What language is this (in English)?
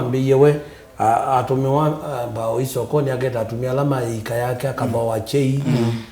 Kamba